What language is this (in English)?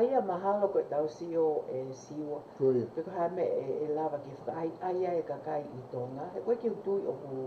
Tongan